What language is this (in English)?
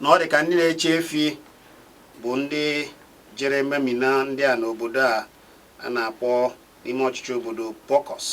Igbo